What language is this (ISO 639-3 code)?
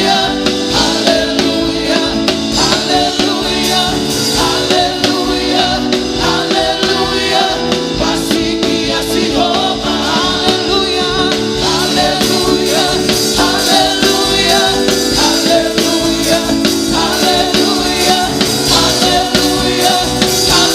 ton